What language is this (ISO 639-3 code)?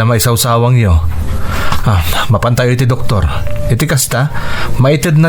ilo